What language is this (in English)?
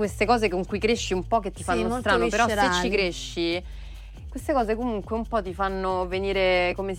Italian